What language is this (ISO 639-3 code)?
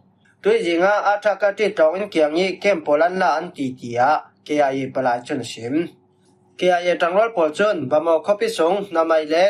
cfm